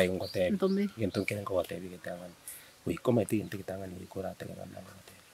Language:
Gusii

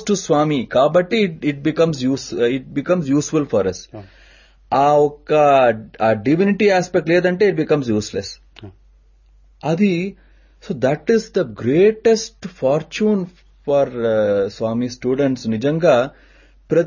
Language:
Telugu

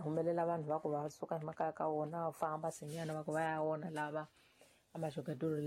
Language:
Tsonga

